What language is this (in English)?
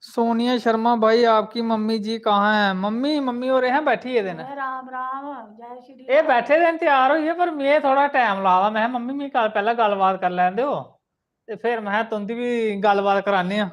Dogri